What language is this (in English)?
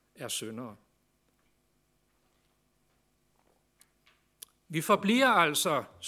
Danish